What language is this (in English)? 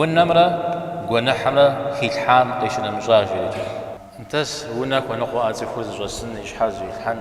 Kabardian